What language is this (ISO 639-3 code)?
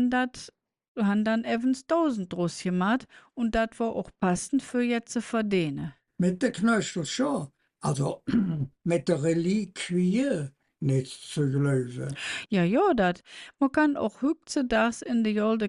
ksh